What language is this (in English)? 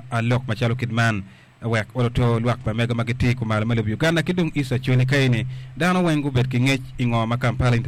Acoli